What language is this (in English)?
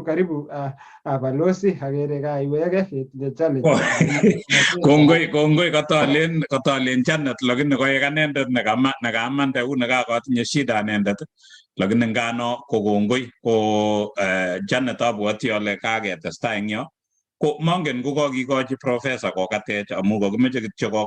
Kalenjin